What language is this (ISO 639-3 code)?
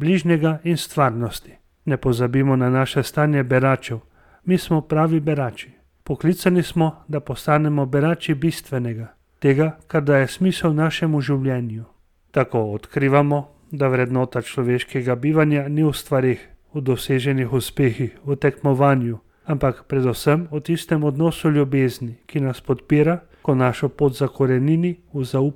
slv